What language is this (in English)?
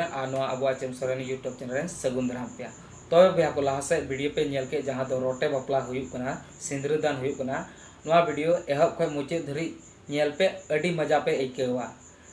Santali